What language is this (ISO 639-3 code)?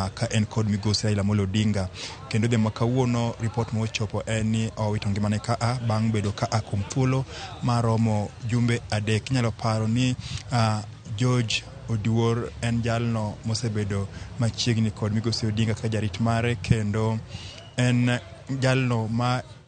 luo